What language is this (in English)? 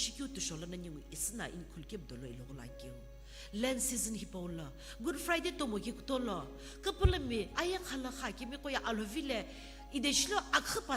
Sumi Naga